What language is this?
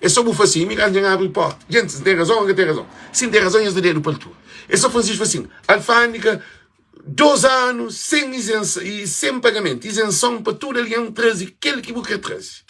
Kabuverdianu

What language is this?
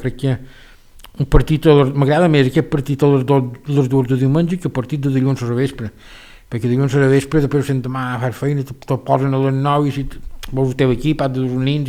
Catalan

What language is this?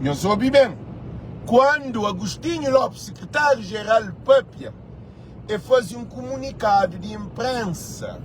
Kabuverdianu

